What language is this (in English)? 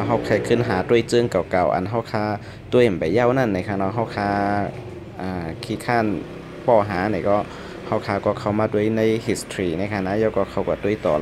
Shan